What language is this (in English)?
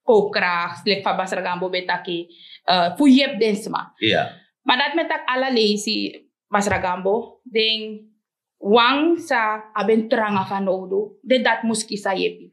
Sranan Tongo